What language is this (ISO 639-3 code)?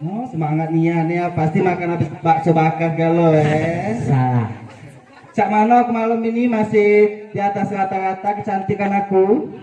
mui